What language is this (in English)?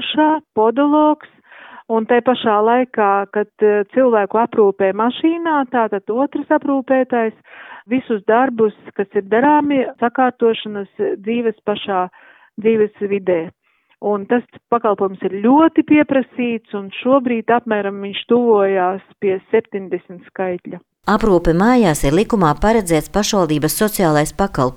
Latvian